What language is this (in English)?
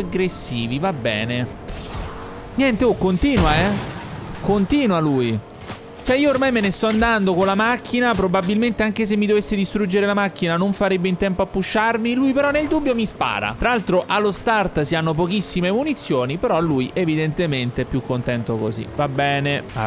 Italian